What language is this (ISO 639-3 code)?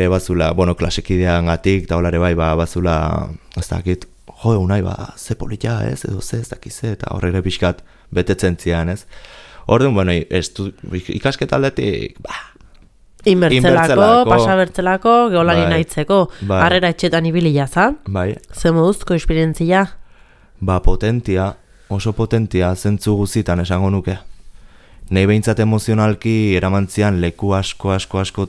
eus